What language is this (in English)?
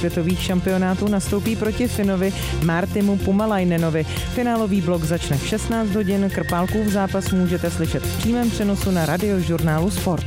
Czech